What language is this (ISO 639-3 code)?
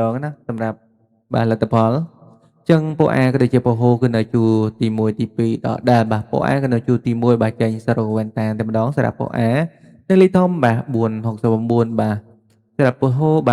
khm